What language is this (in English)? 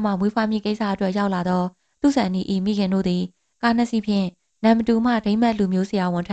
Burmese